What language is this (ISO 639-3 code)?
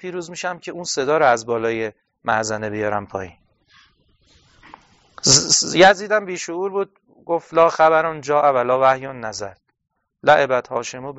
fas